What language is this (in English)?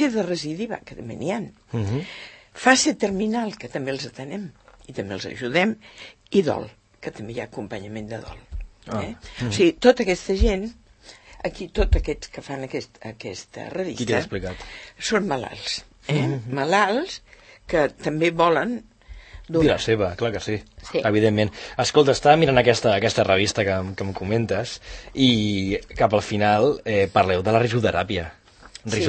Catalan